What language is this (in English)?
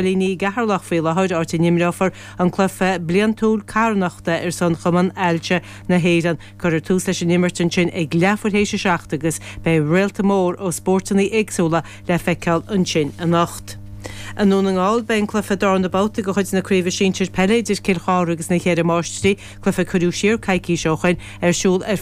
Irish